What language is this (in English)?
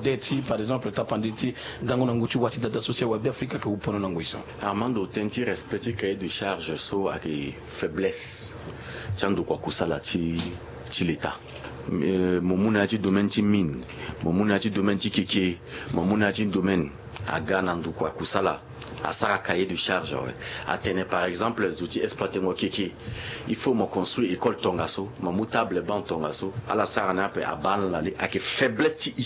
Sango